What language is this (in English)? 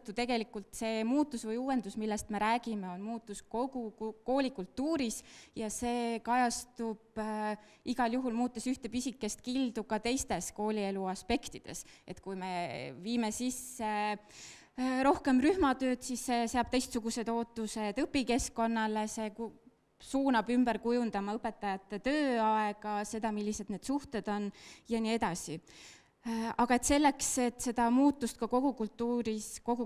Estonian